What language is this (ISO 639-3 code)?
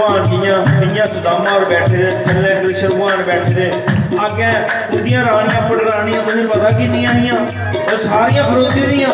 doi